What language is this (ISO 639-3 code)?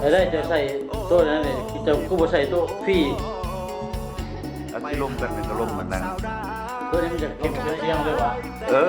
lao